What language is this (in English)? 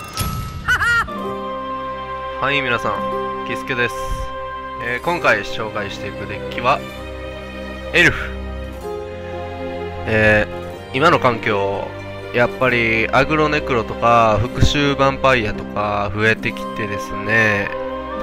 Japanese